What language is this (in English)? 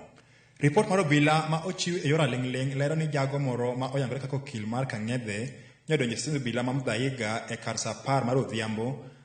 Luo (Kenya and Tanzania)